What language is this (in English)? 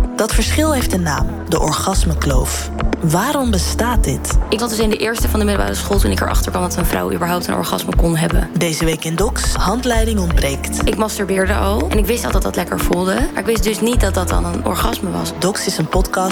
Dutch